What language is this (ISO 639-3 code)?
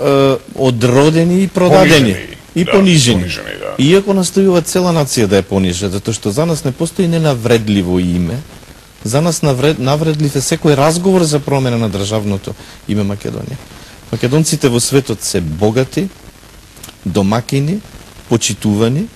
mkd